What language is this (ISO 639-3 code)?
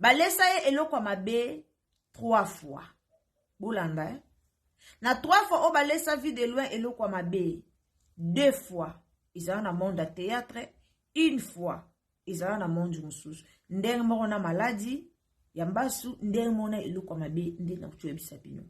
lin